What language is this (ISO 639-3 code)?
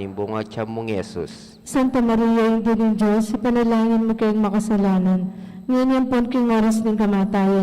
pam